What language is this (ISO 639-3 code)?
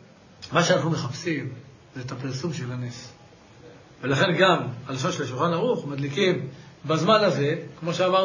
heb